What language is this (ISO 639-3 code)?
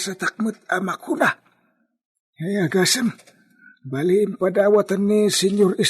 ilo